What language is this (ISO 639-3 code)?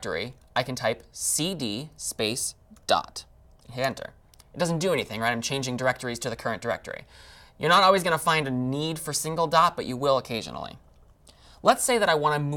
eng